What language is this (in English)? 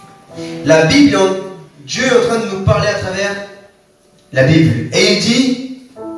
French